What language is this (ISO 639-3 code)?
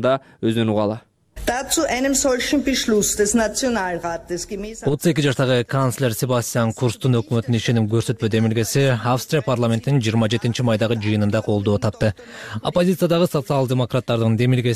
kir